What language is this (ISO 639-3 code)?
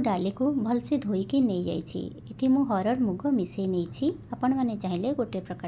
ori